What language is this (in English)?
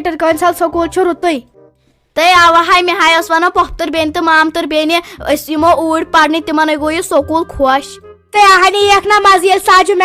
Kashmiri